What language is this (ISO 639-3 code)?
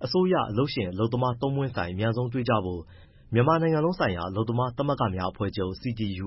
mya